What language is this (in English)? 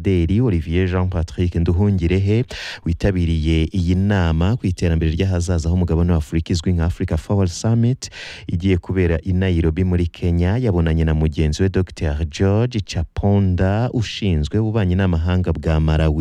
Kinyarwanda